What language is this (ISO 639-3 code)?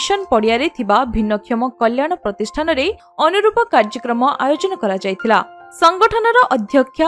ori